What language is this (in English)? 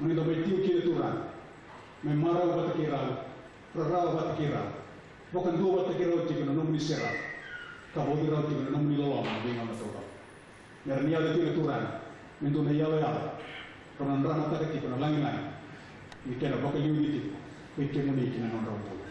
Fijian